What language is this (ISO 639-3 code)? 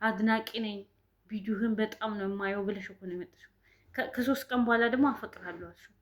amh